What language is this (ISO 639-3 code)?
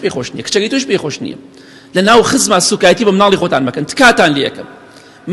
ckb